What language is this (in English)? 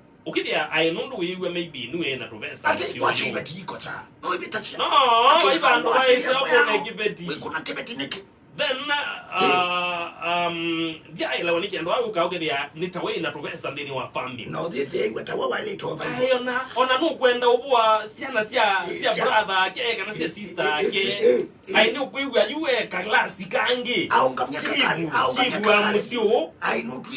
Kamba